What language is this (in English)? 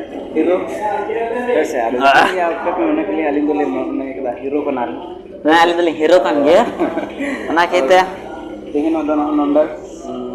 Santali